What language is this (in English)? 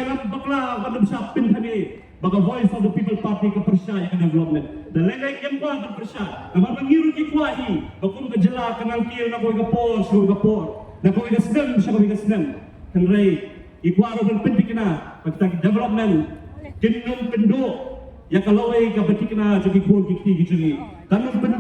Khasi